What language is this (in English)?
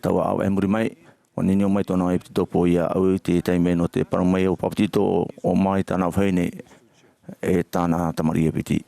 Tahitian